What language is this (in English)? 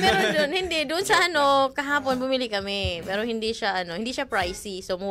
Filipino